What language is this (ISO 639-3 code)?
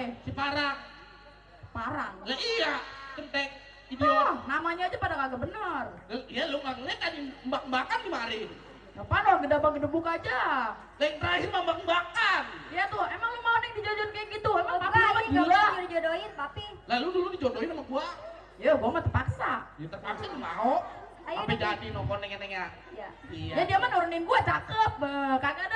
bew